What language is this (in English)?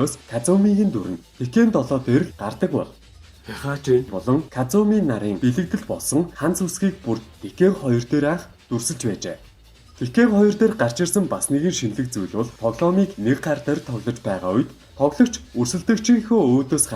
Mongolian